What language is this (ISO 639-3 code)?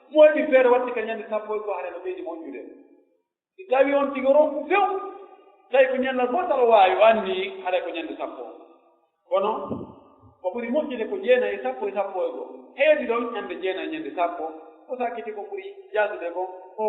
fuf